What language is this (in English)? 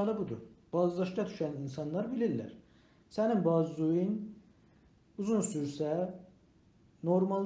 South Azerbaijani